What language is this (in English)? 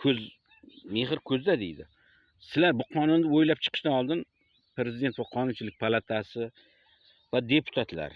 Uzbek